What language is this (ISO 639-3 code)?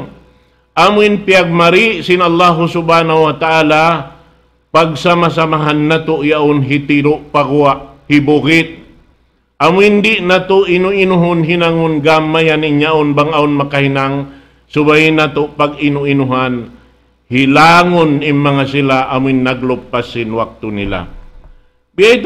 tsg